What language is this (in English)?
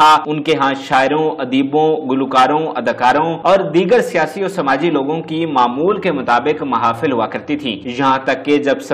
Urdu